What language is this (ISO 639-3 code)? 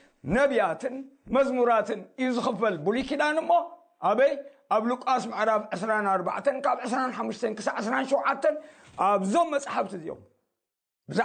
tir